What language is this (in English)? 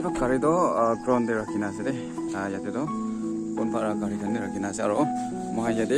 Naga Pidgin